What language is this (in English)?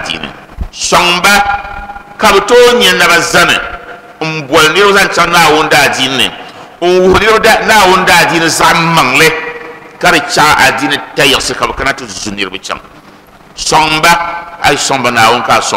Dagbani